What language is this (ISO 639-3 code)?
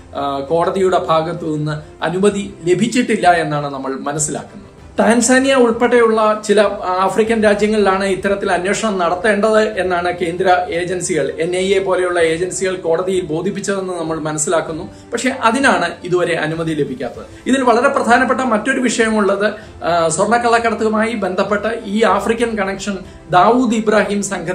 mal